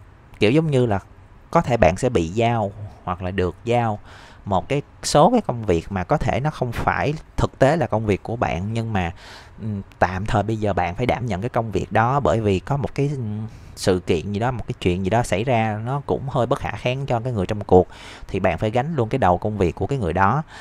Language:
Vietnamese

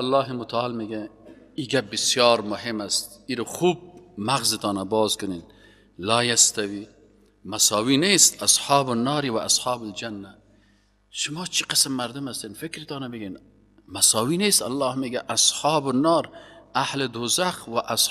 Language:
Persian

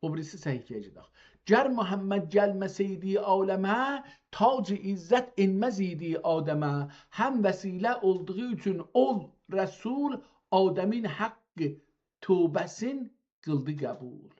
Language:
South Azerbaijani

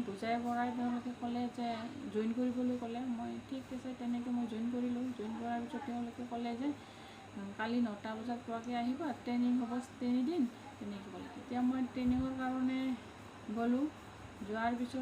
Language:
Assamese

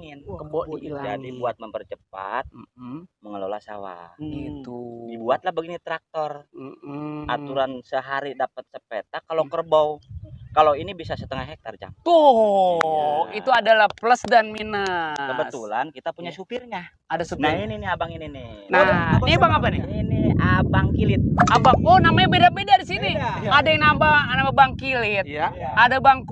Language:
Betawi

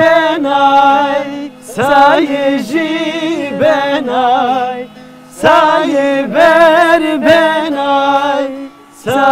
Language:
Zaza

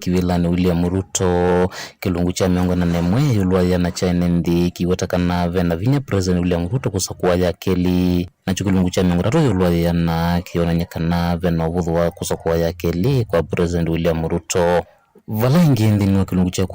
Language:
Kamba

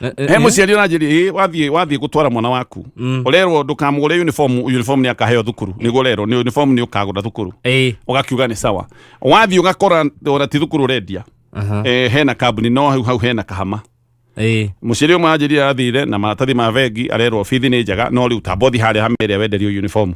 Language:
Kikuyu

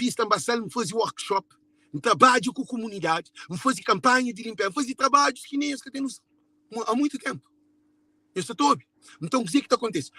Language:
Kabuverdianu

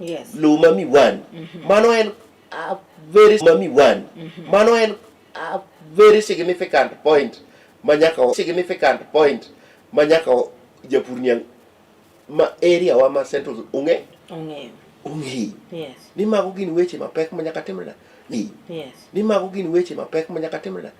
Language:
Luo (Kenya and Tanzania)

